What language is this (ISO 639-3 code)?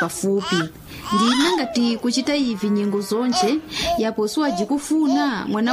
nya